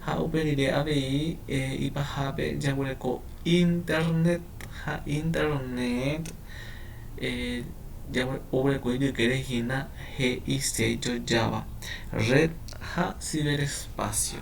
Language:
Guarani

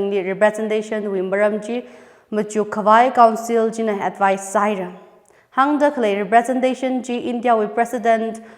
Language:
Tangkhul Naga (India)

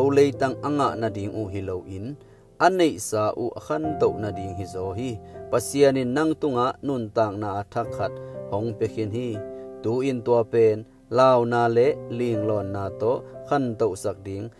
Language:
Tedim Chin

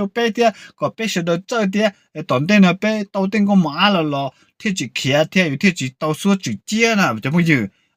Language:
Hmong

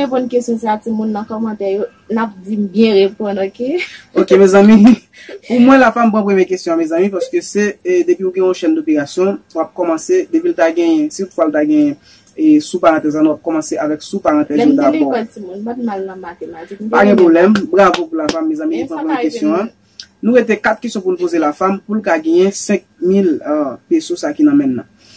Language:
Haitian Creole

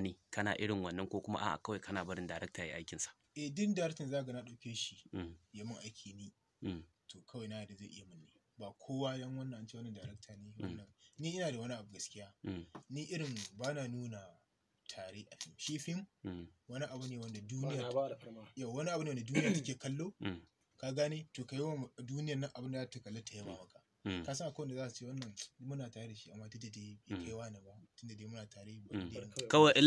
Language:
Hausa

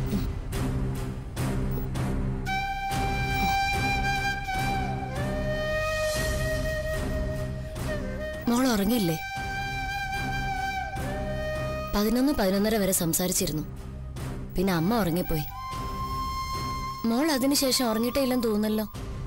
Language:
Malayalam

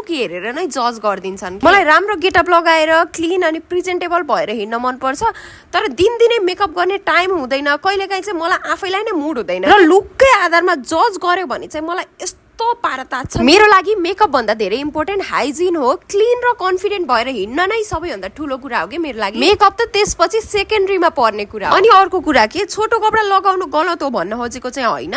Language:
Nepali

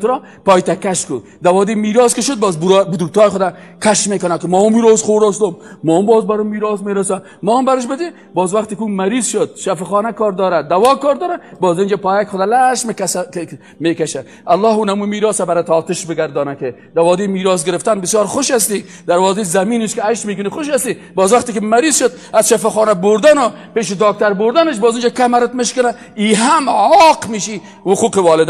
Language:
Persian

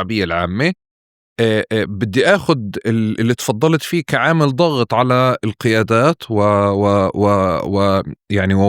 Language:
North Levantine Arabic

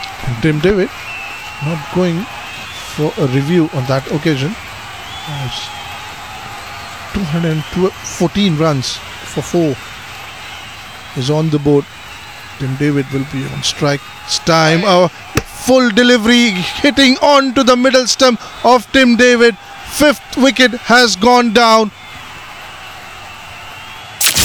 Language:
English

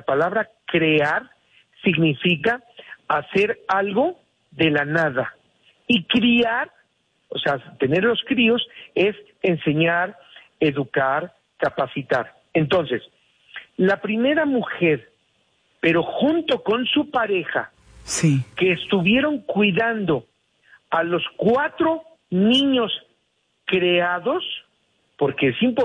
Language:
Spanish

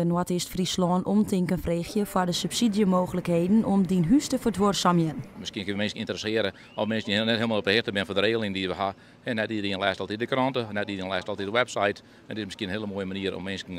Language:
Western Frisian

